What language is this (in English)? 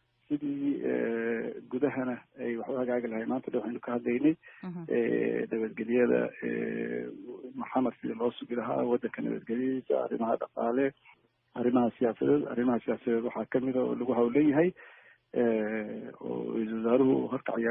Somali